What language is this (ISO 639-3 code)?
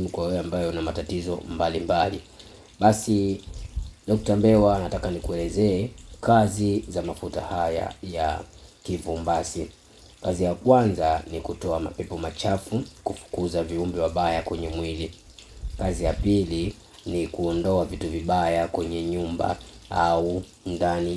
swa